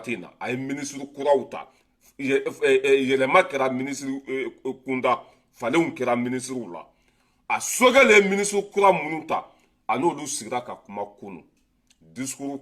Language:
Bambara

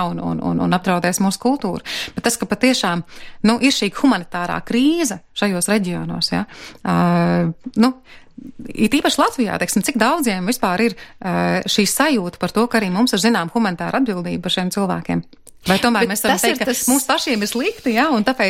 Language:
Latvian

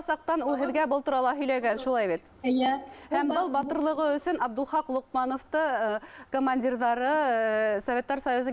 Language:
Bashkir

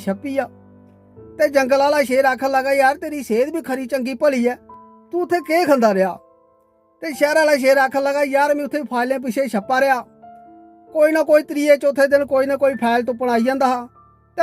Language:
Dogri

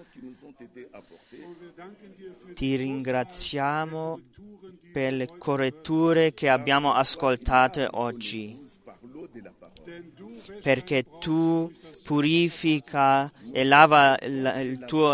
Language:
Italian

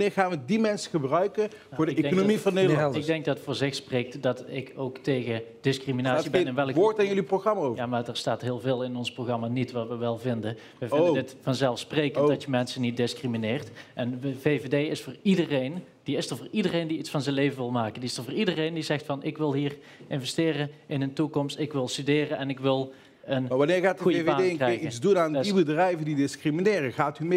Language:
Dutch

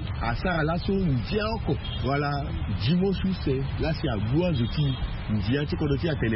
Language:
Sango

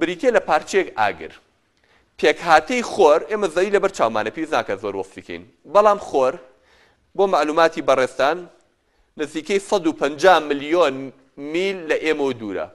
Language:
Central Kurdish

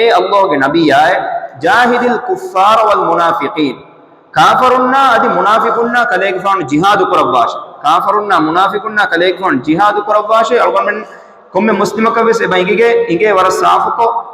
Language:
Divehi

